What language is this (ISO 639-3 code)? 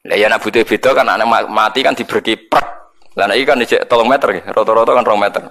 jav